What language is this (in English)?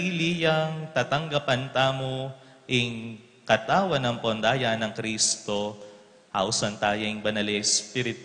Pampanga